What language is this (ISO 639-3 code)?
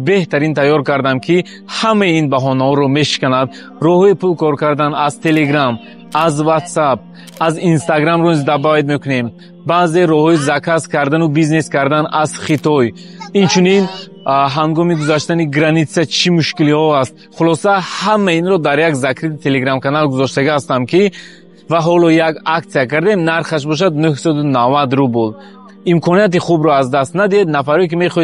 tgk